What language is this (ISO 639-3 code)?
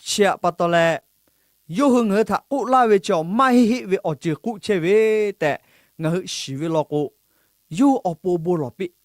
lhu